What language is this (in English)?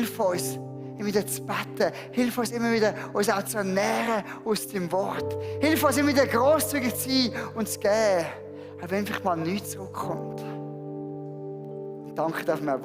Swiss German